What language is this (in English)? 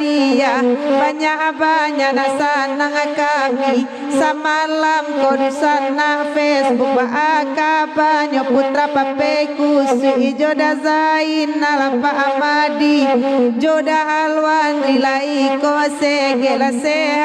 Minangkabau